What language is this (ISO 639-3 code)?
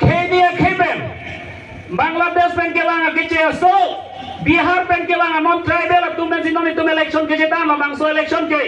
mjw